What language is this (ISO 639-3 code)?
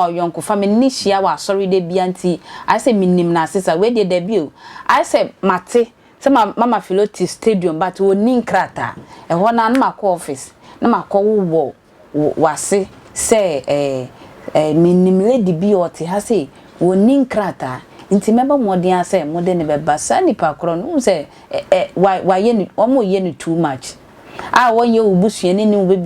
aka